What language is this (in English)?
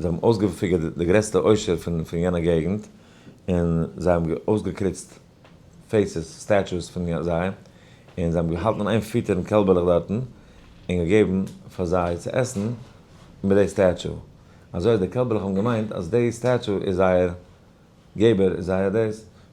Yiddish